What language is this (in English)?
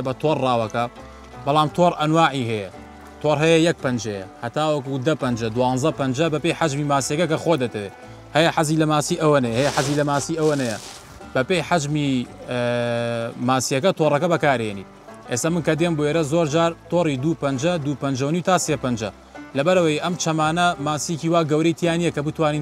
Central Kurdish